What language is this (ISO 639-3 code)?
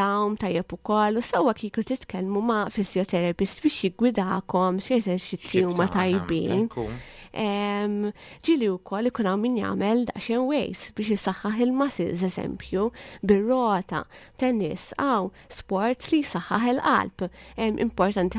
mlt